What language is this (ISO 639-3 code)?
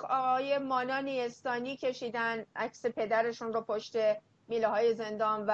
fas